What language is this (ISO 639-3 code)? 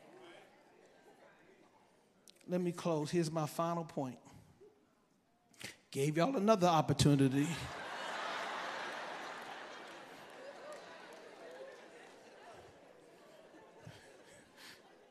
eng